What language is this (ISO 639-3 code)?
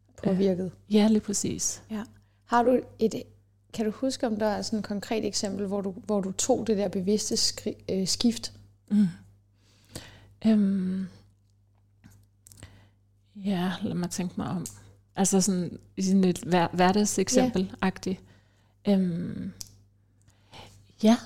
dan